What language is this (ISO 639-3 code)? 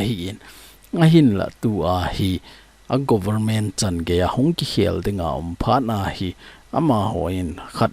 tcz